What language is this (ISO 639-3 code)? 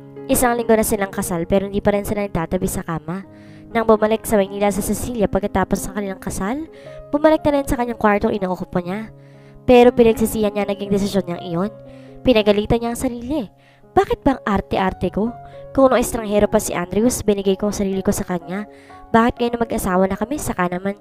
fil